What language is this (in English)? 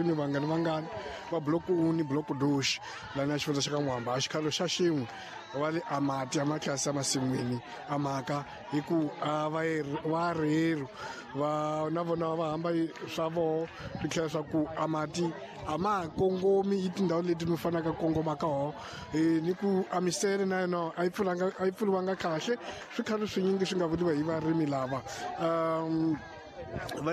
Tsonga